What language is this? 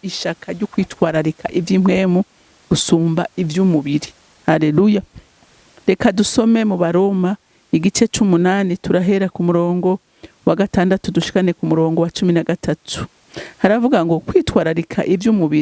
Rundi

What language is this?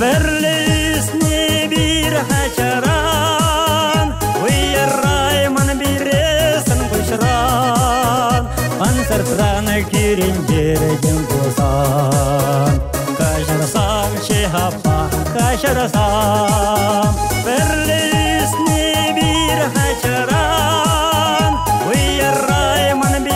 Chuvash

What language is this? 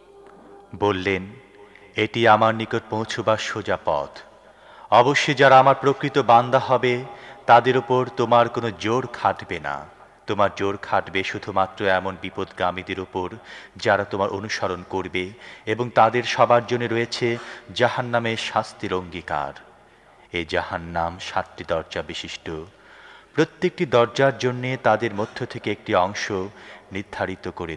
Bangla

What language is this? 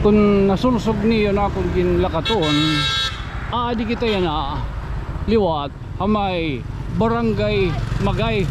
Waray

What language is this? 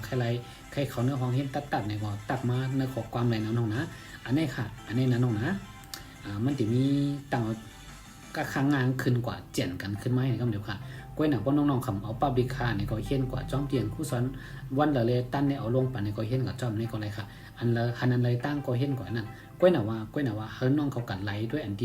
Shan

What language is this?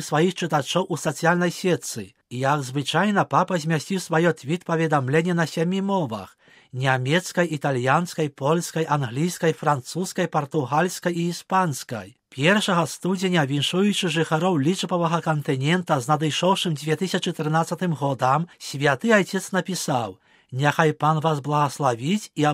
Belarusian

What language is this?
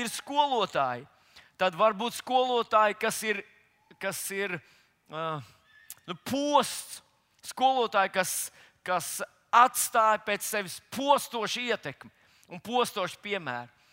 Latvian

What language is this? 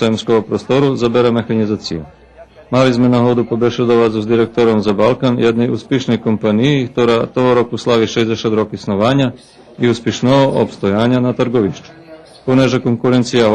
Rusyn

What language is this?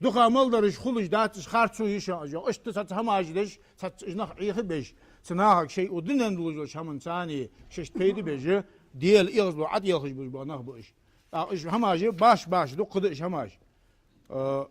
Ingush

